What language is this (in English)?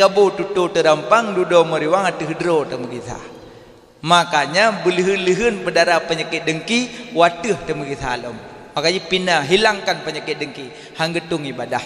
Achinese